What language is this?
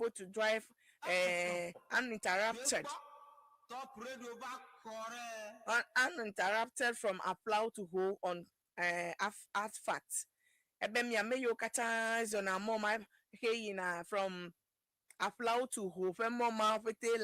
Ewe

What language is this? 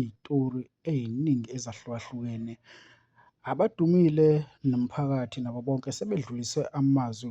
Zulu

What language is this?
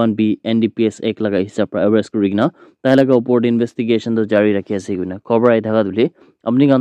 Naga Pidgin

